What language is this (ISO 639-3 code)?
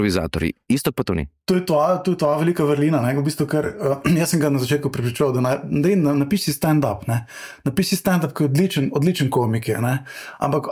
slv